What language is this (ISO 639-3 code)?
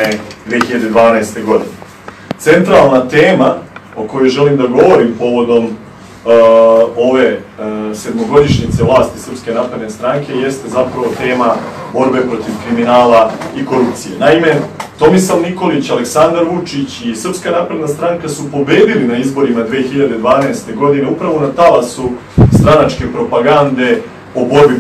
srp